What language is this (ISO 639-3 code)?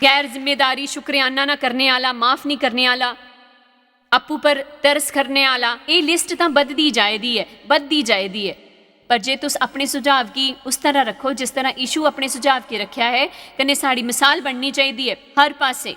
doi